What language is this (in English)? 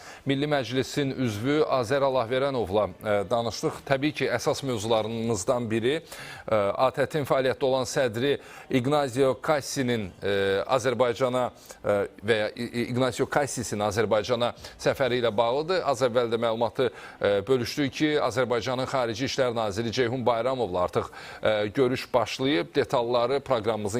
Azerbaijani